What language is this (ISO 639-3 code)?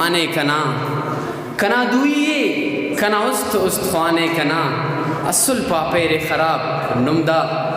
brh